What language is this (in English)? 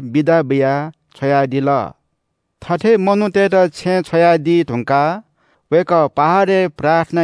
Newari